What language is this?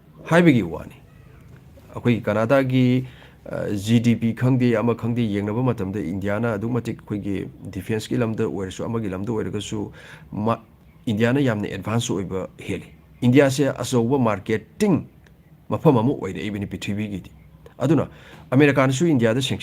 Manipuri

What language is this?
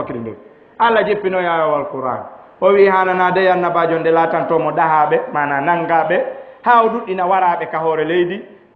Fula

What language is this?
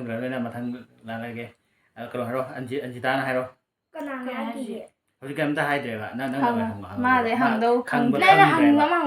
Manipuri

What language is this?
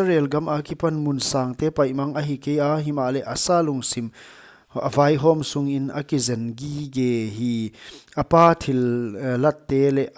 Paite Chin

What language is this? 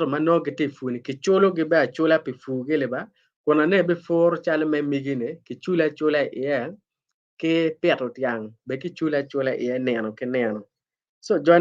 Acoli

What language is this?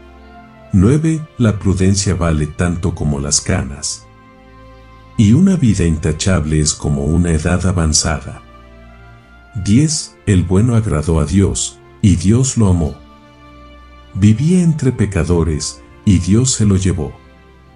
Spanish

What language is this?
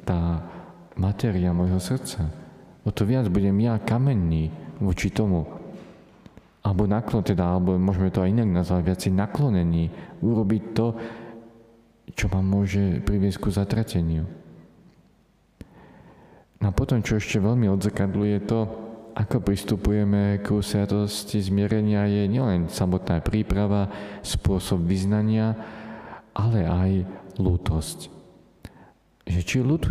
Slovak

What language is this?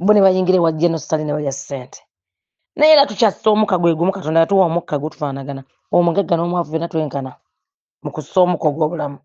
Ganda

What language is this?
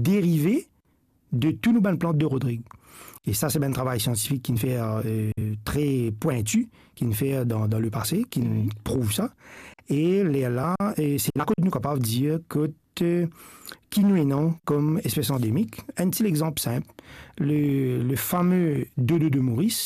Morisyen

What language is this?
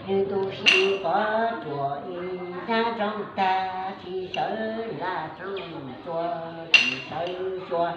Hmong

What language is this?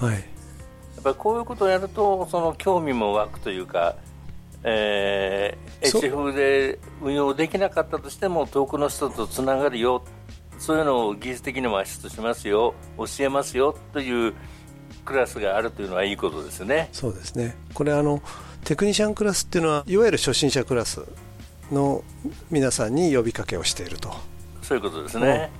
Japanese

